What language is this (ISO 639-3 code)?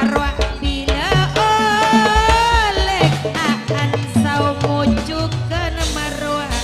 mad